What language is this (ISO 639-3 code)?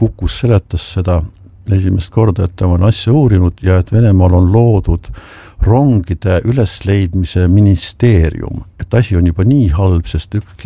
est